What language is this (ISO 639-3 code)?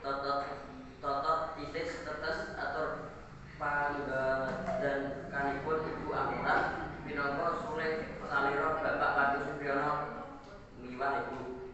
jav